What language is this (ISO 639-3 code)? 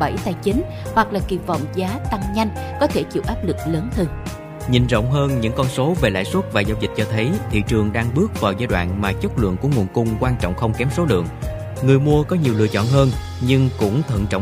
vie